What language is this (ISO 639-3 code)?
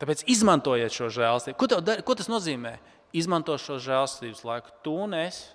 lav